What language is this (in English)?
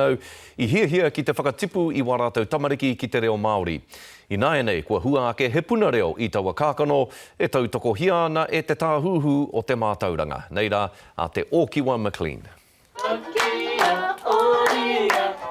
Māori